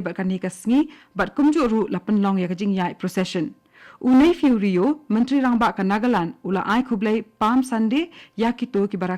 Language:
Khasi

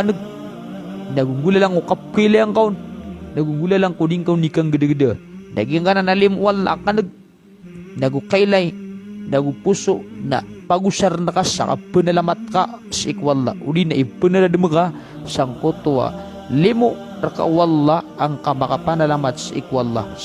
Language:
Maranao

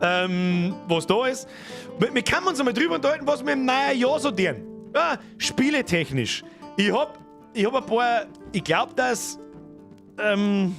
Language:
Bavarian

